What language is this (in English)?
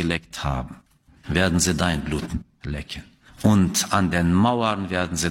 German